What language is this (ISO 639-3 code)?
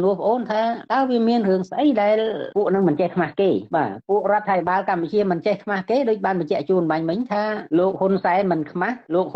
khm